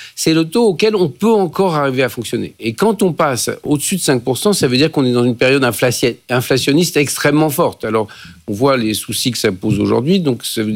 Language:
French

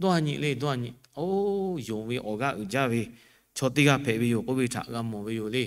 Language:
Lahu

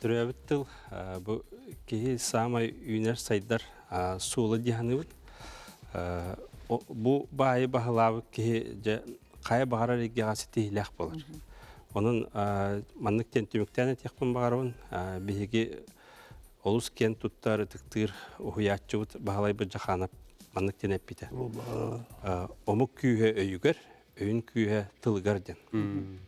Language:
Yakut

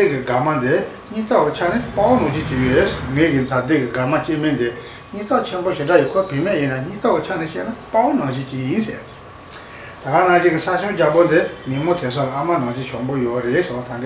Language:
Tibetan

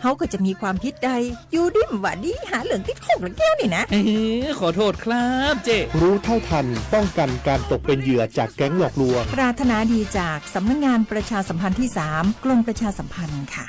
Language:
Lahu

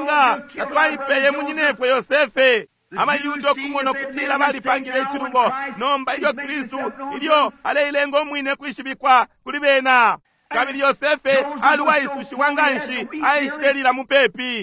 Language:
Bemba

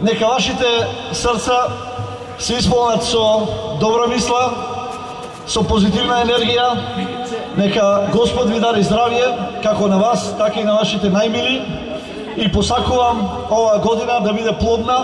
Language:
Macedonian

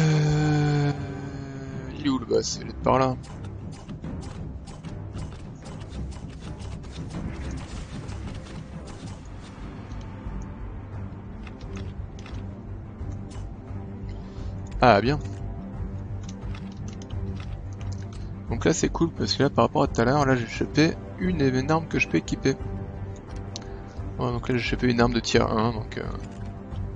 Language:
French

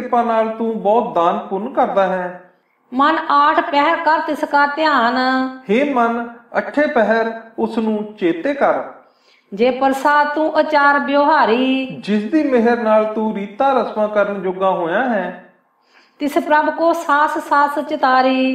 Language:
Punjabi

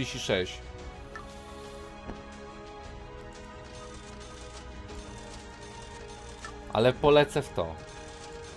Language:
Polish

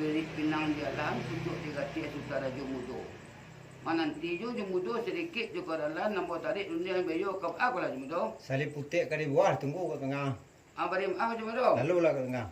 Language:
Minangkabau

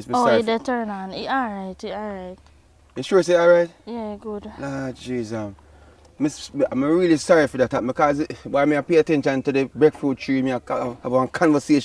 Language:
Jamaican Creole English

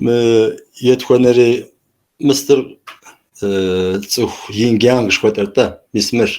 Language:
Kabardian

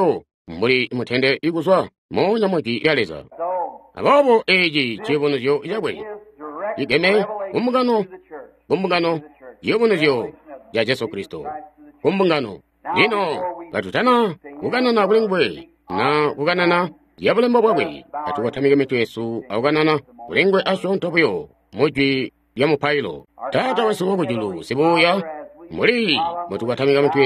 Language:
Tonga (Zambia)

